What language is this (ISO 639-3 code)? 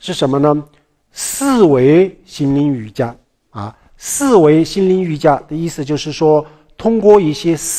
zho